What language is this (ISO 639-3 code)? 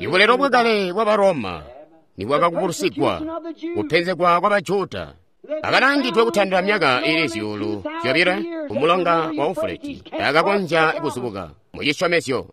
toi